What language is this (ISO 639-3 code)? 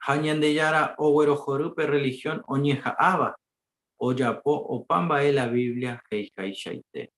grn